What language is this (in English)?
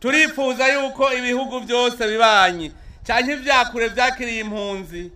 Rundi